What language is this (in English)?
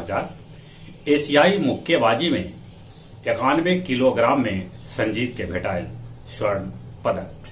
Magahi